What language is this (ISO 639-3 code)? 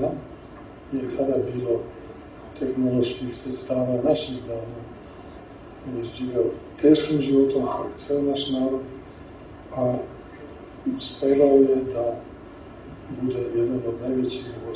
srp